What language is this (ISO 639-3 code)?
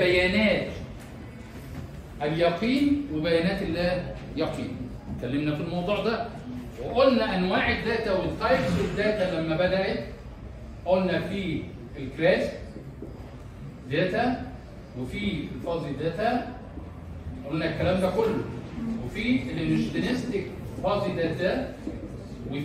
arz